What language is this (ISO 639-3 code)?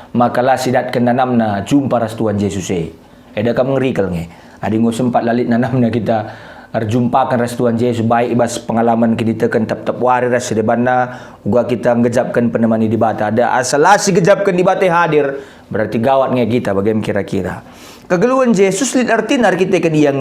btx